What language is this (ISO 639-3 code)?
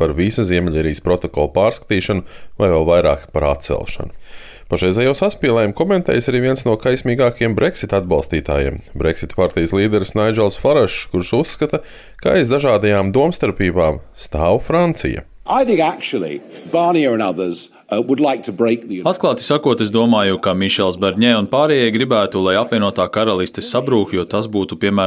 lav